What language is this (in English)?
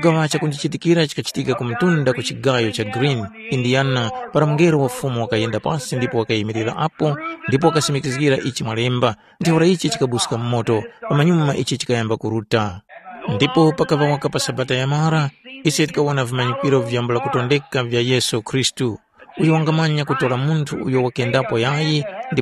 Tumbuka